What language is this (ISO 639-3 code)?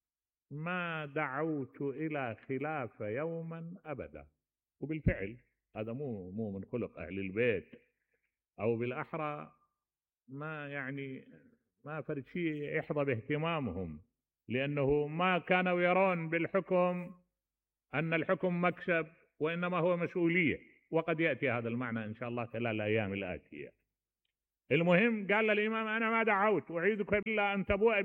acm